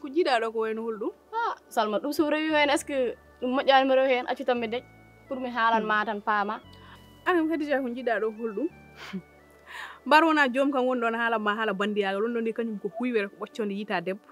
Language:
Fula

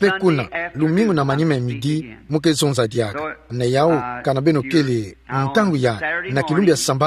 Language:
Kituba (Democratic Republic of Congo)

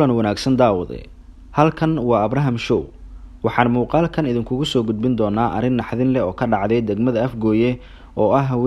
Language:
Somali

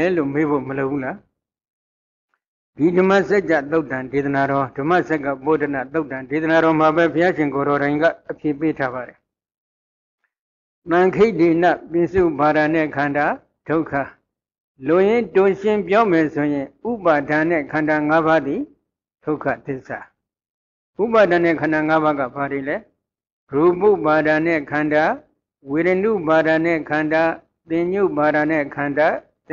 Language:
Burmese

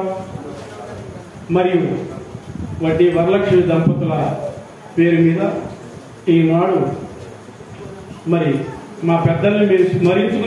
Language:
Telugu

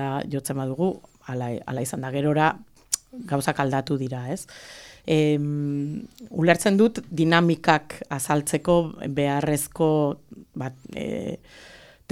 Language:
Basque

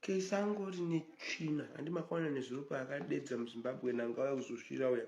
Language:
Shona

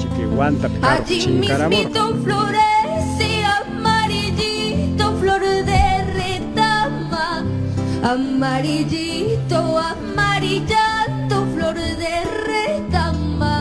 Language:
Ayacucho Quechua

